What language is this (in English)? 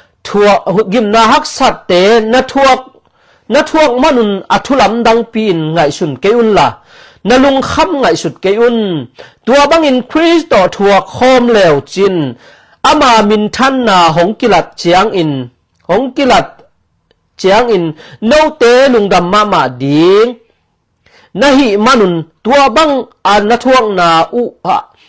Tedim Chin